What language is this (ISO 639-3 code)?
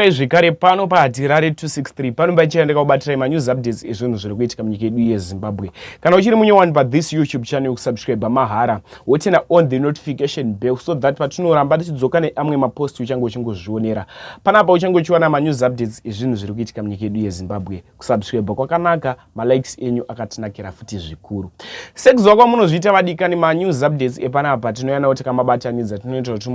sna